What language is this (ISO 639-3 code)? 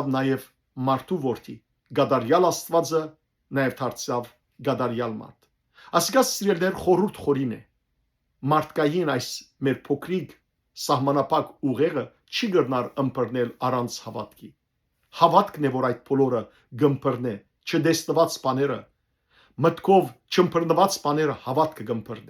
hyw